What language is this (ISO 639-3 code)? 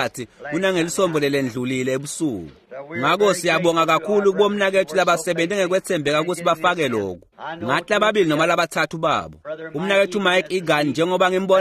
ssw